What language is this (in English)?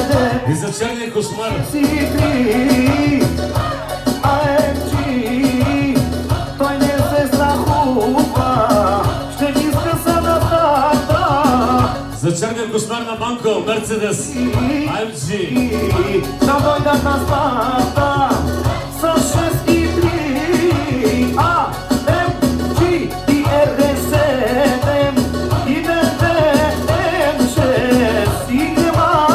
Bulgarian